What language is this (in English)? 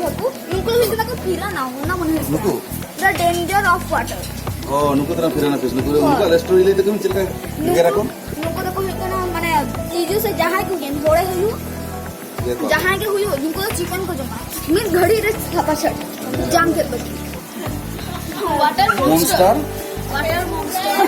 Santali